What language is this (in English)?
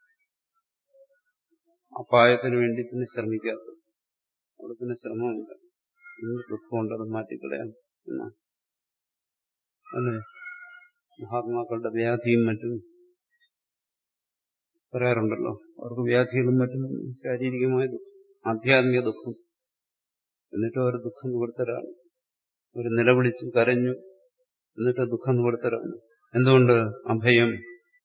Malayalam